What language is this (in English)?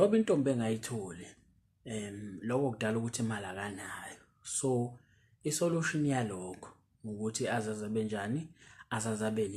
Zulu